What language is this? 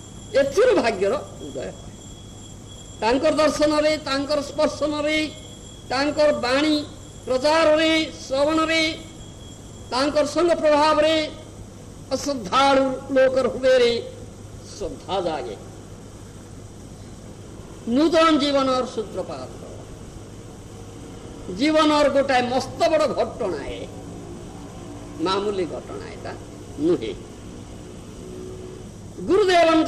Odia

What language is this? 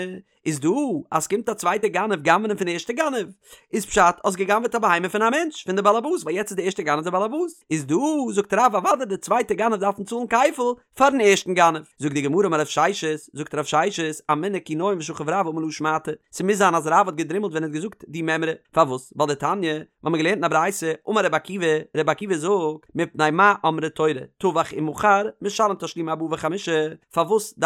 Yiddish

